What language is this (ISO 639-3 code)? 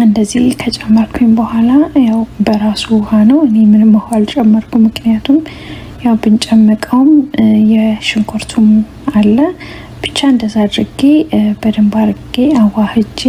amh